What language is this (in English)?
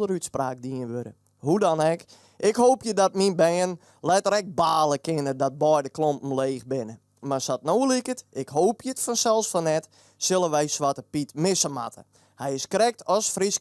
Western Frisian